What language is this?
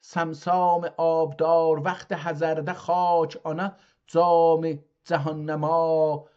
South Azerbaijani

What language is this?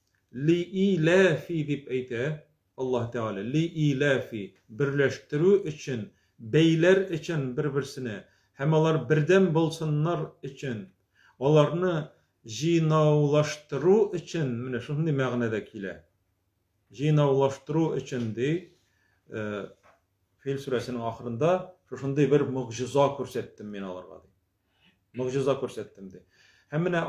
Tatar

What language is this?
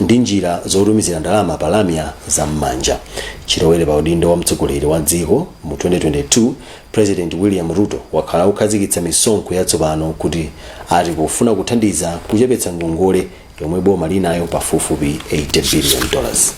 Nyanja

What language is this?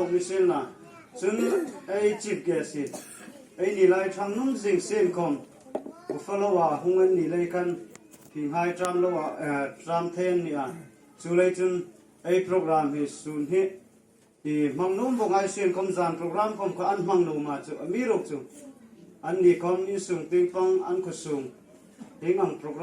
Hmar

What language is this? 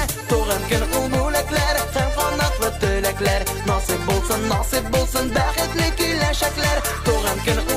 Bashkir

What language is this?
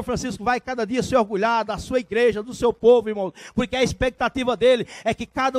Portuguese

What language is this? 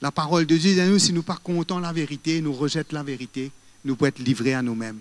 Morisyen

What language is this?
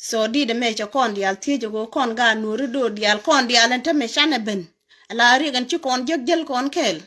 Nuer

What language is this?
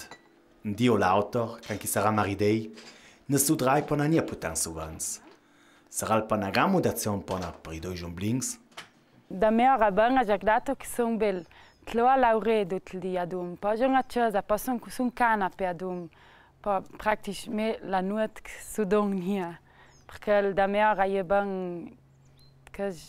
Ladin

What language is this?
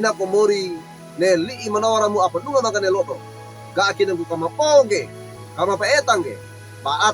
Wejewa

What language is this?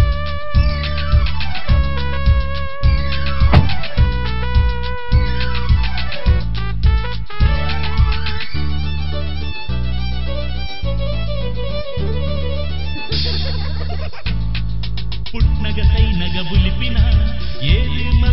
Telugu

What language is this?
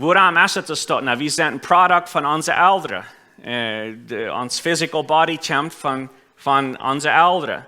Plautdietsch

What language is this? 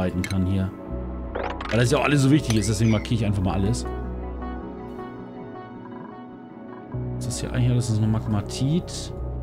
German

